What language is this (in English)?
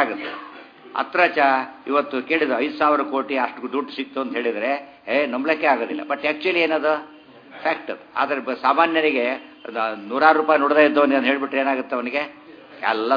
Kannada